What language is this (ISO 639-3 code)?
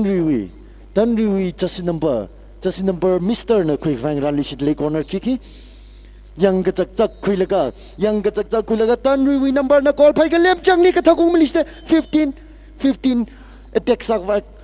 nmf